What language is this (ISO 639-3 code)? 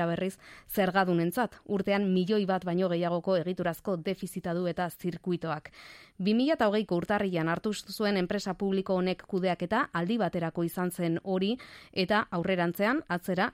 eus